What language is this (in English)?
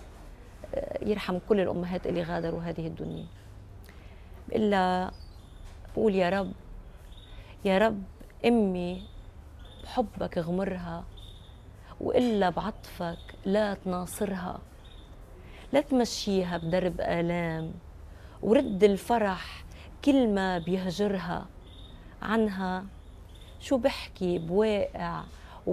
North Levantine Arabic